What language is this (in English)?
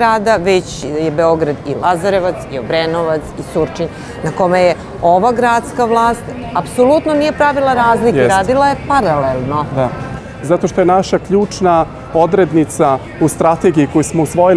Serbian